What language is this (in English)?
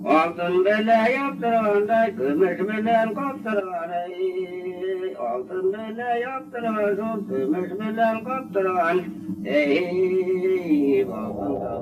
Bashkir